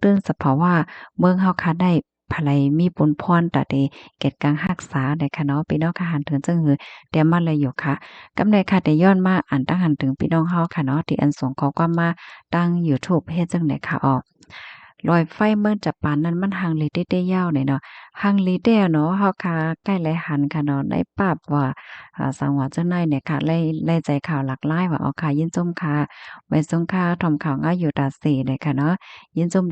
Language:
Shan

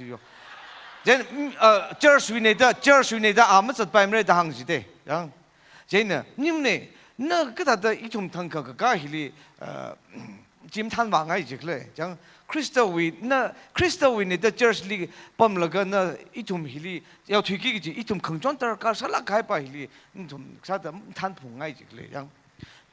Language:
Tangkhul Naga (India)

